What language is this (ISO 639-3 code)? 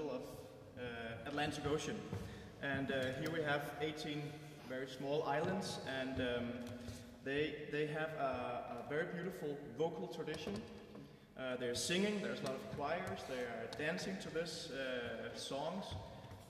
eng